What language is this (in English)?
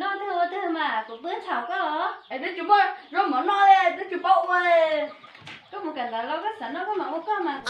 Hmong